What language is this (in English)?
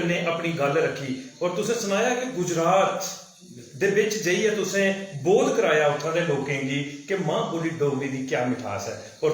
Dogri